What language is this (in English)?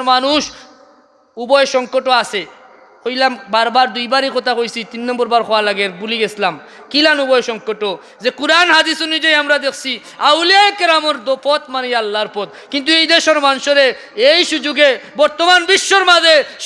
Sylheti